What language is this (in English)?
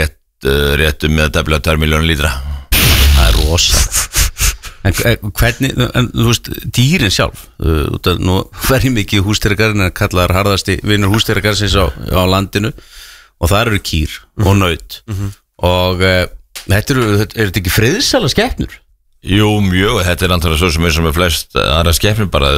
Icelandic